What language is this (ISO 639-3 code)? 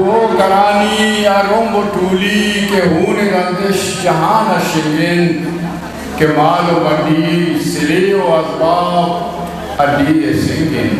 bgp